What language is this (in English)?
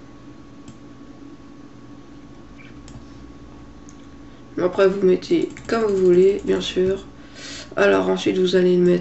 French